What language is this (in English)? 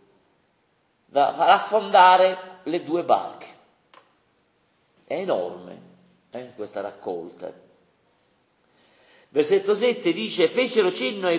Italian